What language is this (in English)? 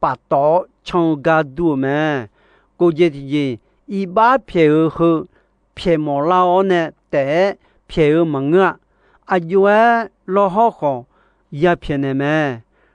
Akha